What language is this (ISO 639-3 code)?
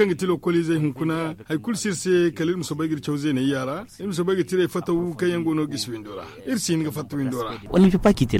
dje